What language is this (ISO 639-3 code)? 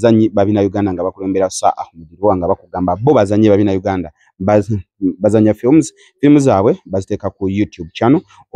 lug